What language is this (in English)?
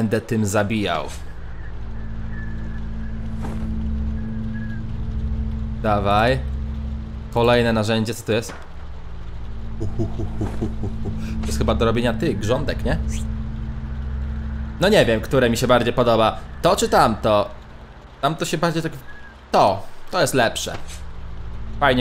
Polish